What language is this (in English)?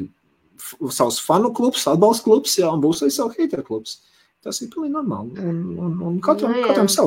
Latvian